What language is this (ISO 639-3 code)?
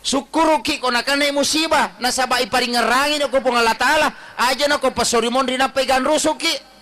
bug